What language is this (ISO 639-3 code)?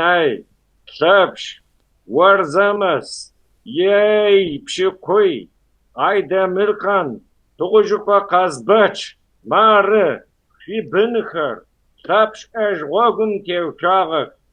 kbd